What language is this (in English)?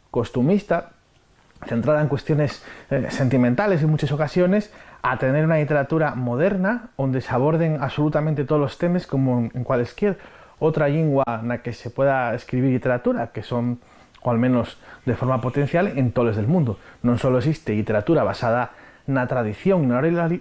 Asturian